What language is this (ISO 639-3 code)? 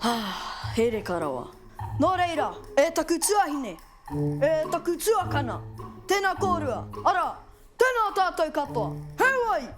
mri